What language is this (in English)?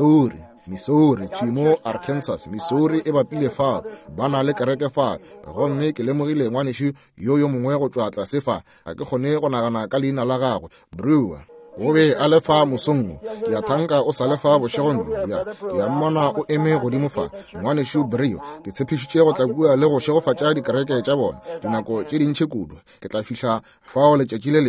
Northern Sotho